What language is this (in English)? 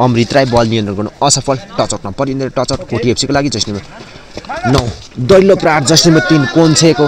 Nepali